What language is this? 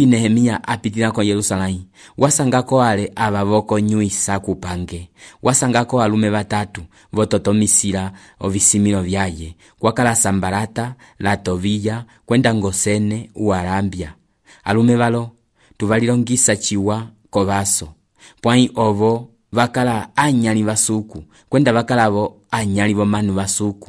Umbundu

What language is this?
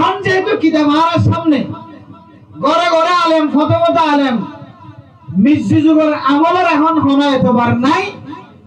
Rohingya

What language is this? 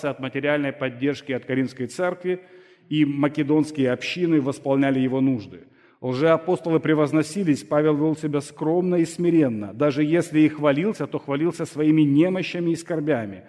Russian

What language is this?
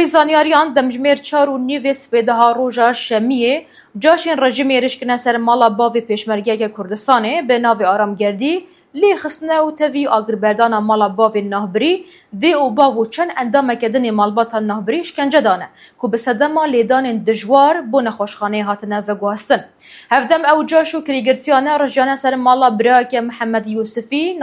Kurdish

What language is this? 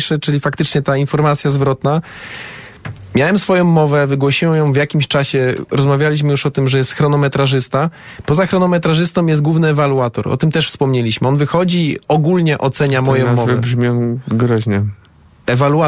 Polish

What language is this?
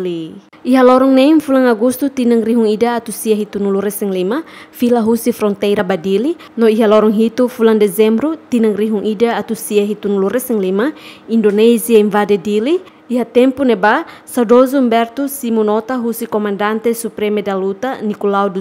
Tetum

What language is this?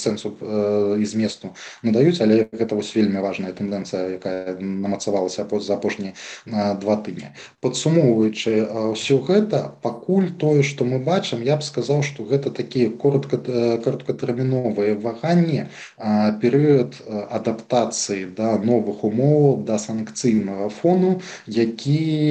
Belarusian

